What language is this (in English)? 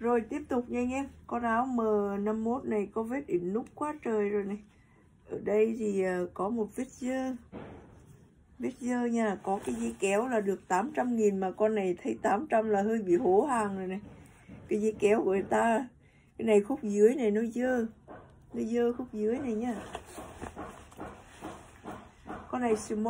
Vietnamese